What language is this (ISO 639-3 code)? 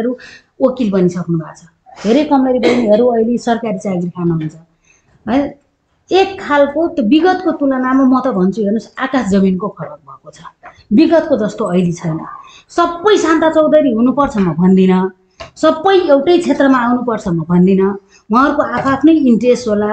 nep